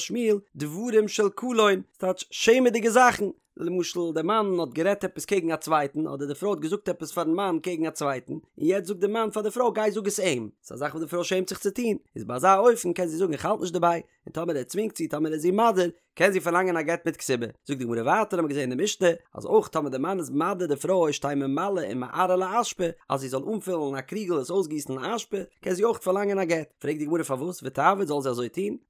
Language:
Yiddish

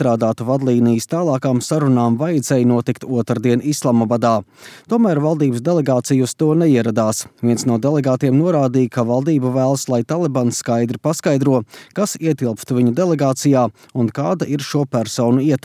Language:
Latvian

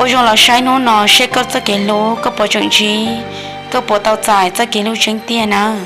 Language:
Hmong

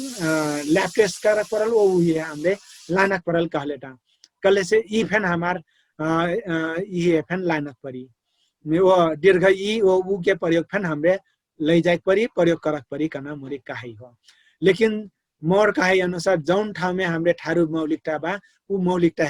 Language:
Dangaura Tharu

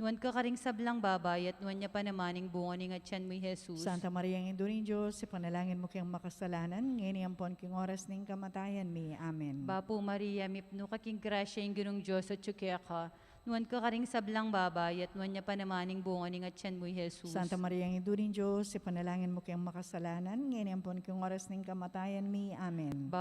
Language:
Pampanga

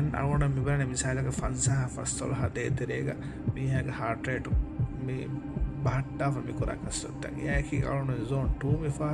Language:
Divehi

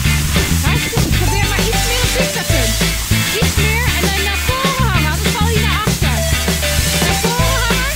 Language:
Dutch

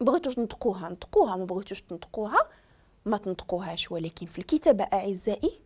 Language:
Moroccan Arabic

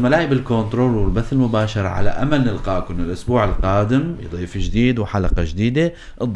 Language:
North Levantine Arabic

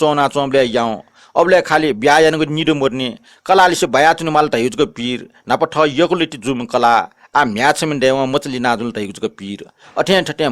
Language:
Newari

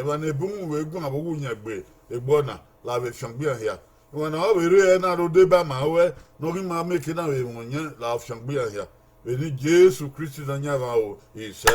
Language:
Bini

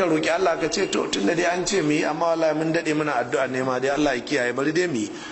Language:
Hausa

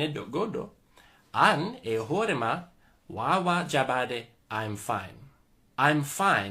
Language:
Fula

